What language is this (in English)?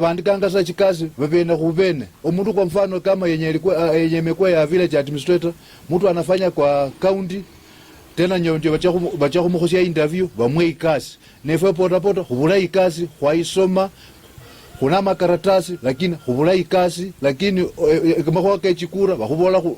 Luyia